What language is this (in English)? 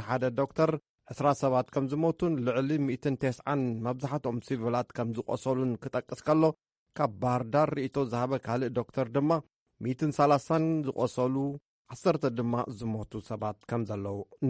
Tigrinya